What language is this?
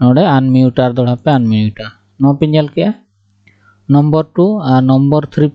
Santali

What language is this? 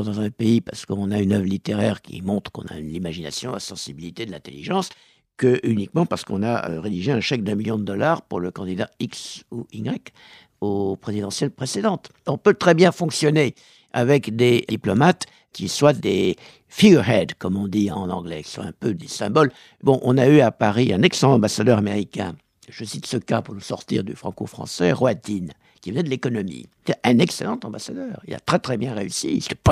French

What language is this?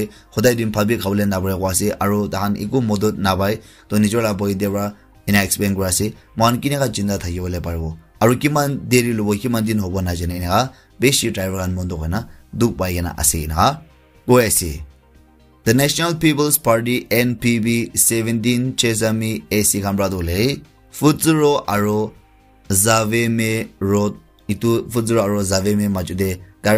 Naga Pidgin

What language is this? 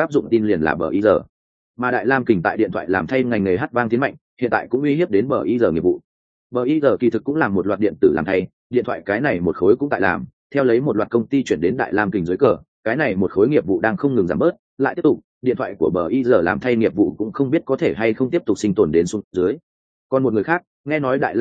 Vietnamese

